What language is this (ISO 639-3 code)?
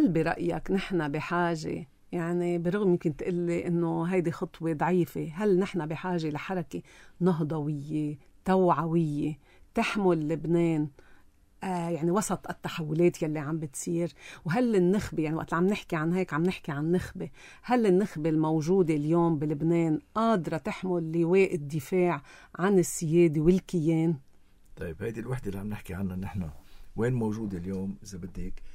apc